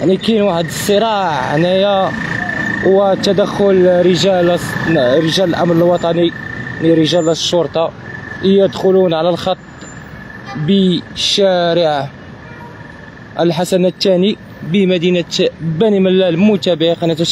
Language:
Moroccan Arabic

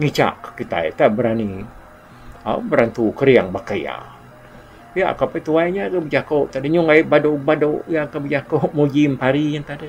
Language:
Iban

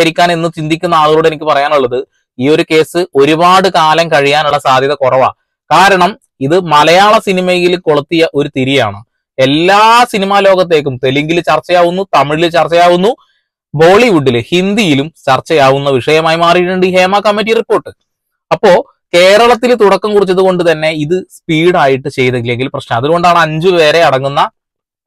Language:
Malayalam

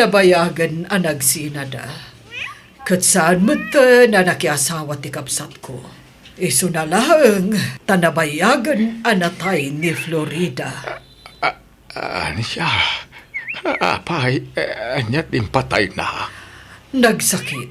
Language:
Iloko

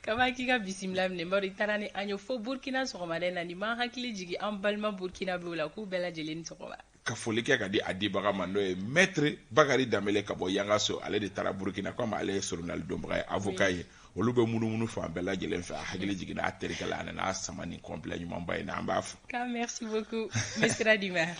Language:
Bambara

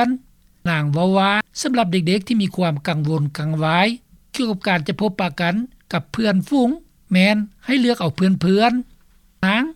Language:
Lao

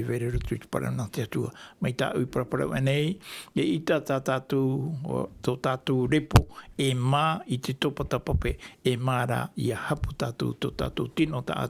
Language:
Tahitian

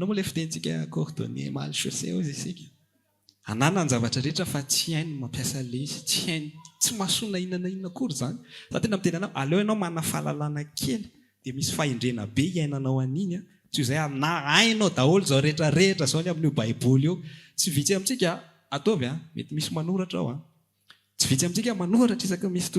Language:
Malagasy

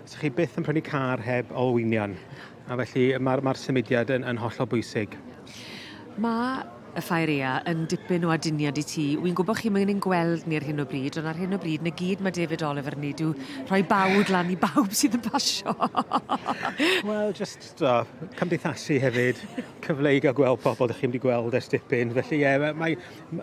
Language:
Welsh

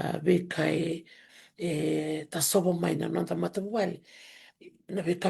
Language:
Fijian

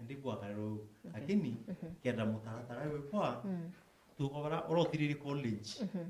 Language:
Meru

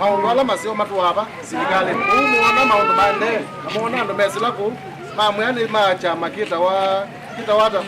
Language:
Kamba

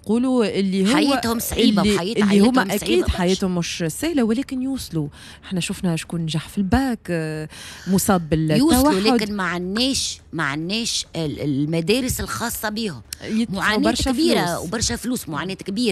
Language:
Tunisian Arabic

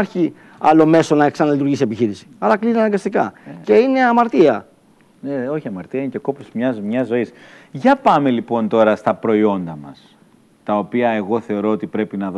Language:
Greek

